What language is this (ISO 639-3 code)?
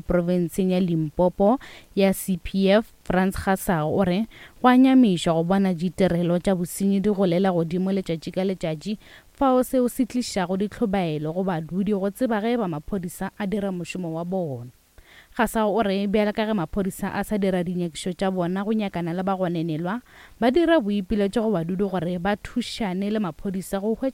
nso